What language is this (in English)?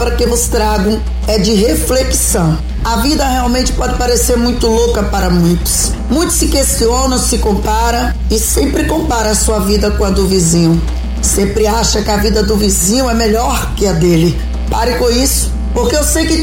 Portuguese